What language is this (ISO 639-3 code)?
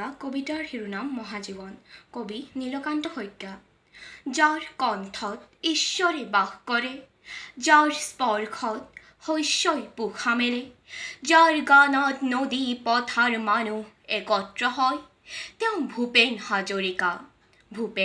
asm